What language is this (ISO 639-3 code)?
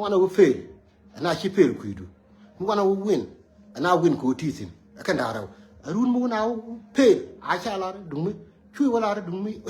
nus